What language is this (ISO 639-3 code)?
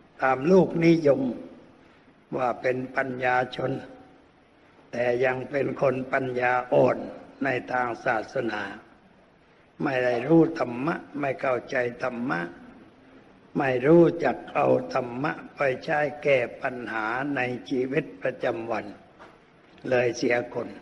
tha